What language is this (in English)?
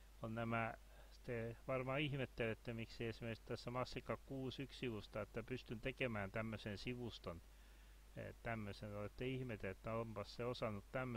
Finnish